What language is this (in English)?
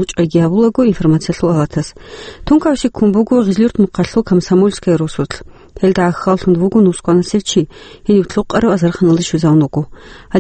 Avaric